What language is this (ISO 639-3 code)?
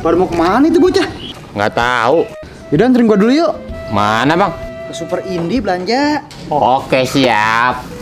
bew